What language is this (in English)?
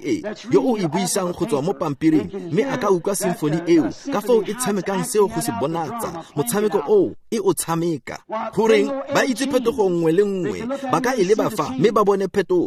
Tswana